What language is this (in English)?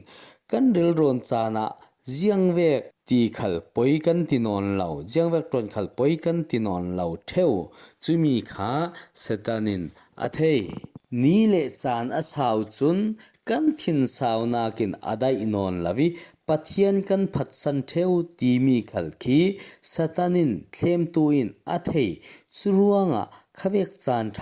Falam Chin